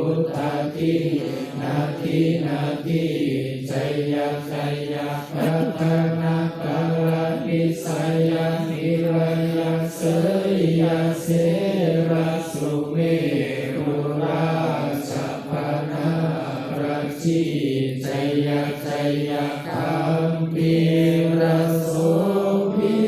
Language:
Pali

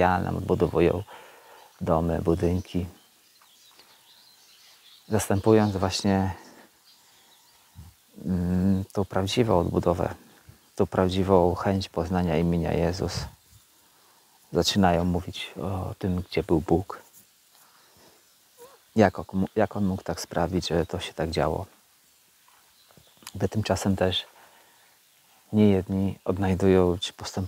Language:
Polish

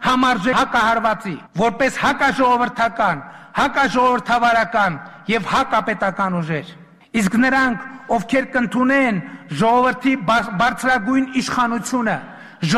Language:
Armenian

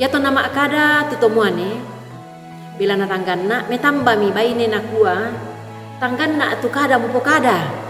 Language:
Toraja-Sa'dan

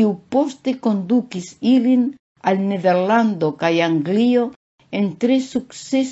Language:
Esperanto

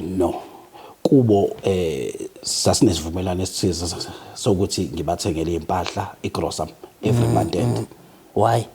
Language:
Zulu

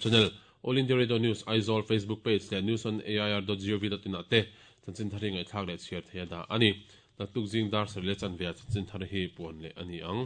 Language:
Mizo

